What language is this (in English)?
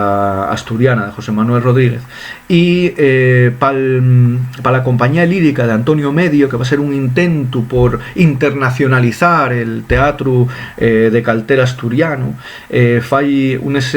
Asturian